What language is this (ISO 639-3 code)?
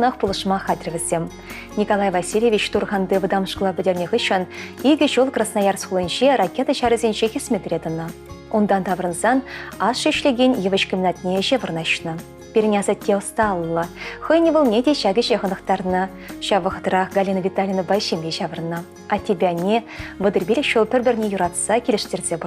chv